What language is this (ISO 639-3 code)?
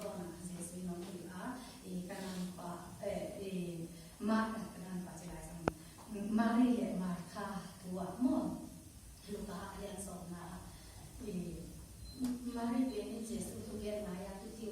ctd